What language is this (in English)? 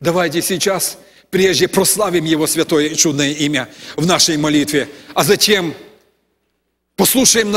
Russian